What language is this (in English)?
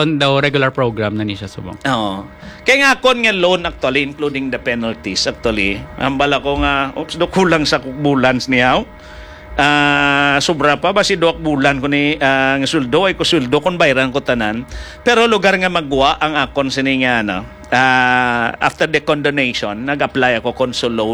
Hiligaynon